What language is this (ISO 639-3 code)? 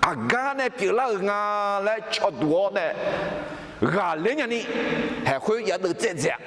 ahk